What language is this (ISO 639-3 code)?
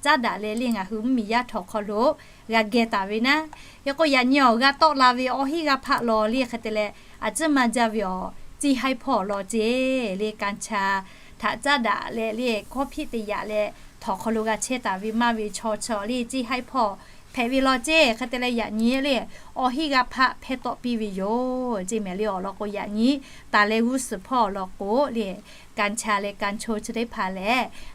lhu